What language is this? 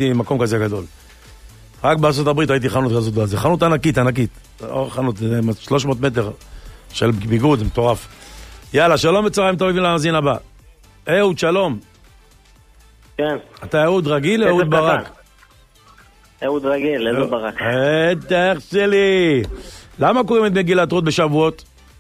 Hebrew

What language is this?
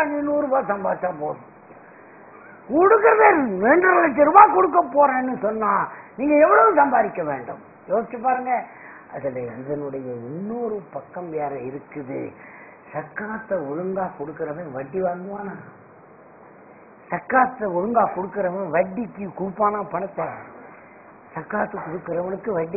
Tamil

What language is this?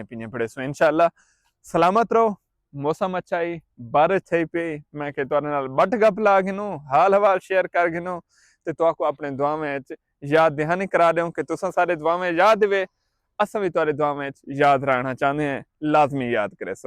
Saraiki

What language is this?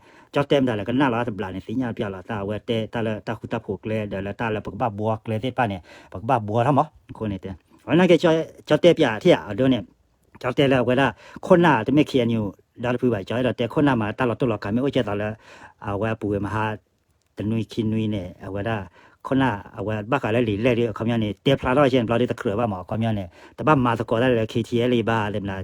S'gaw Karen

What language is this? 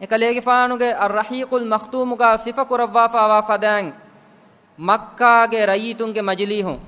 Divehi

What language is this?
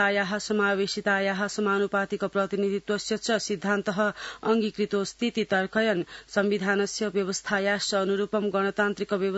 Sanskrit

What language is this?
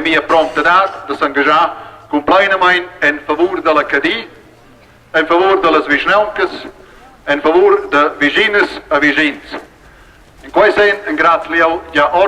Romansh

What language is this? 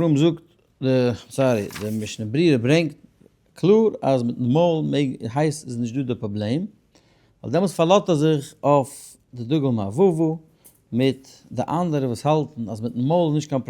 Yiddish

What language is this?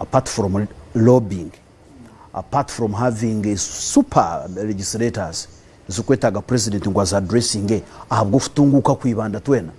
Nyankole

